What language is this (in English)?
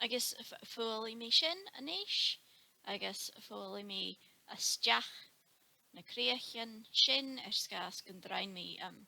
Scottish Gaelic